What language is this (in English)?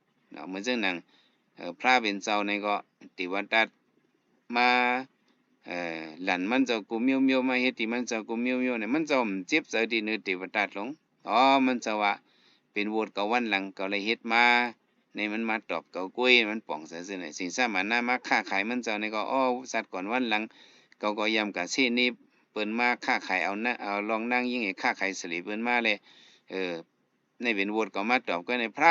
Shan